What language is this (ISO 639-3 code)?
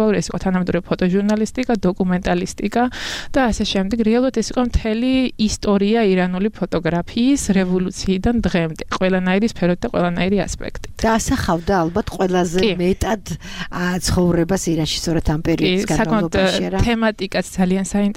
kat